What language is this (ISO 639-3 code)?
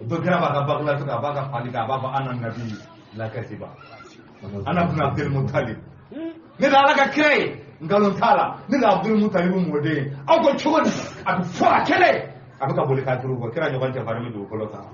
bam